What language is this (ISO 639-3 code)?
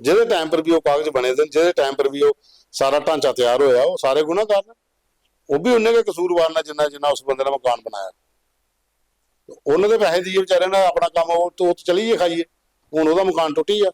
doi